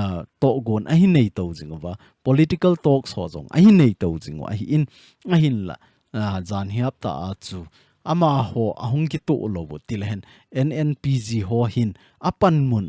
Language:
Thado Chin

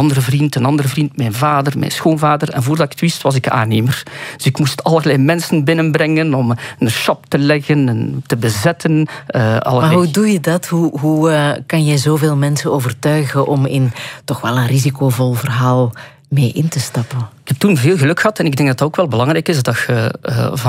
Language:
Dutch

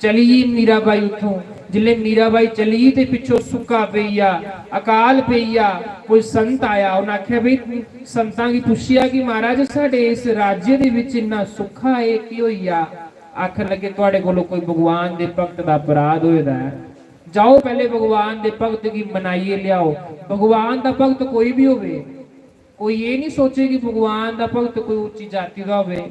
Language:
Dogri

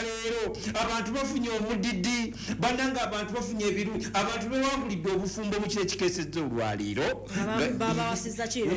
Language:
Ganda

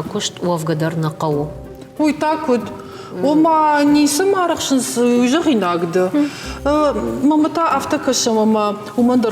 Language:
Ossetic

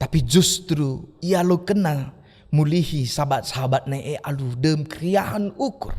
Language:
Batak Karo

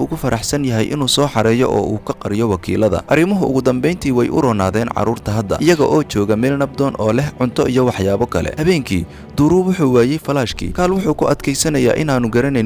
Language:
Somali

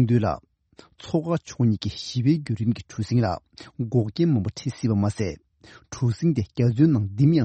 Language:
Tibetan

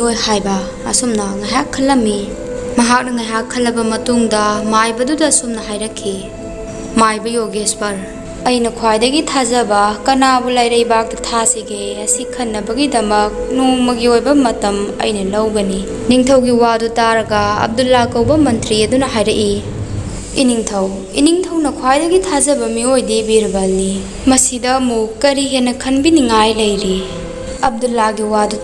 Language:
Manipuri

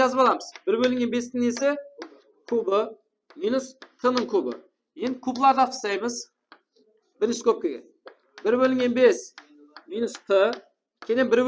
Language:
Kara-Kalpak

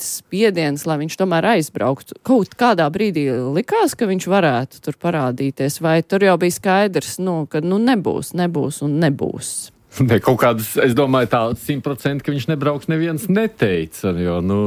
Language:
Latvian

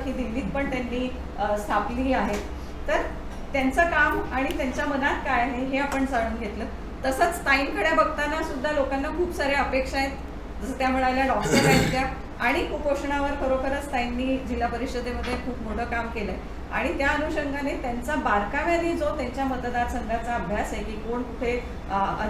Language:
Marathi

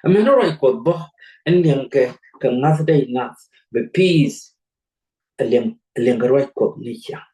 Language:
Nuer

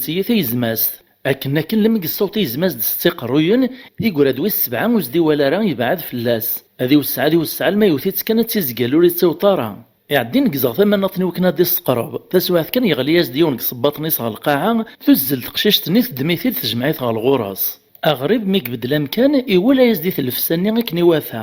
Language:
Kabyle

